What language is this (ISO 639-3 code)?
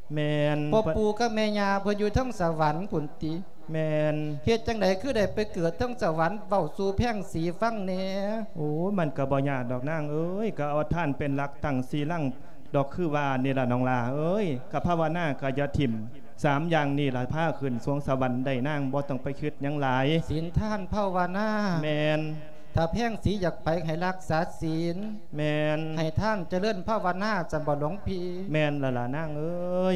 lao